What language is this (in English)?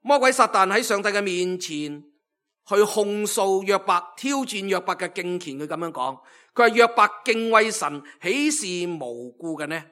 Cantonese